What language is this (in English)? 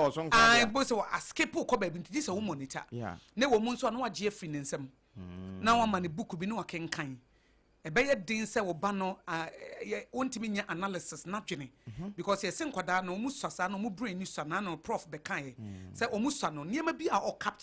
Akan